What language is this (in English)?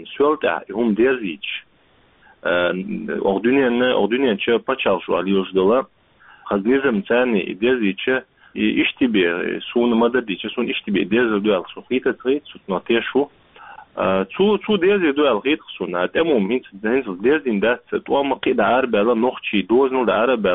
Chechen